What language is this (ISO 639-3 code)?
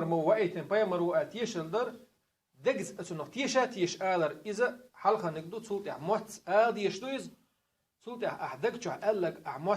che